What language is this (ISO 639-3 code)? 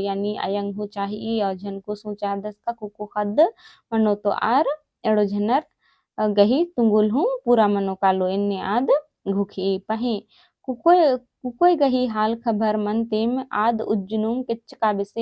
kru